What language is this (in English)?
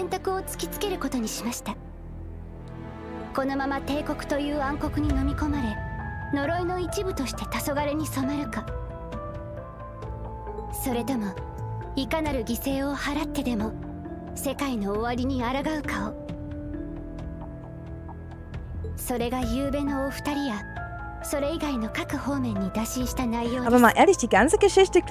Japanese